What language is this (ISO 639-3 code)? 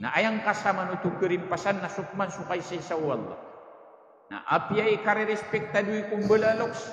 mrw